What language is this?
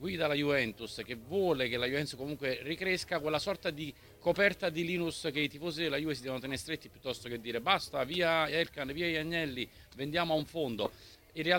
Italian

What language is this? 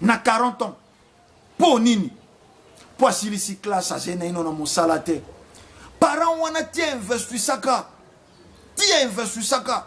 Lingala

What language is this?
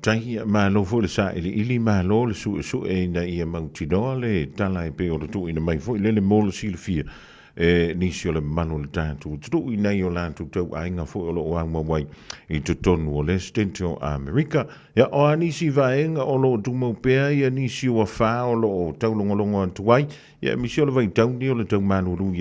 Samoan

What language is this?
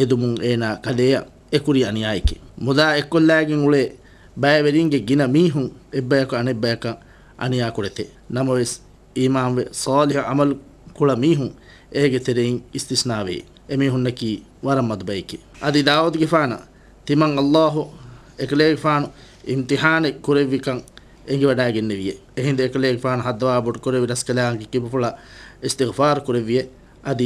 Divehi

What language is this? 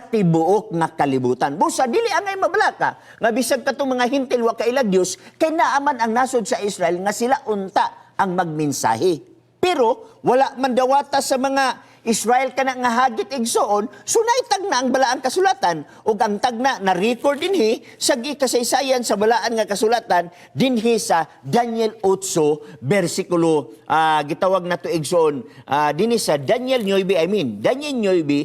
Cebuano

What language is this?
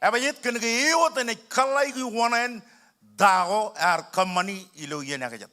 Marshallese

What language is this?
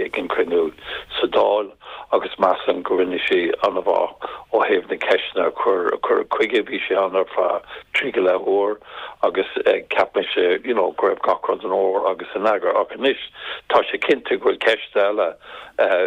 Irish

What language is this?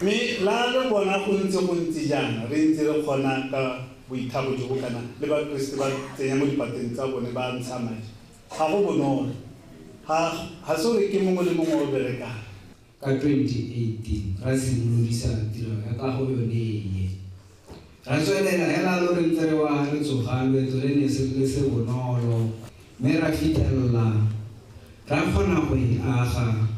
Tswana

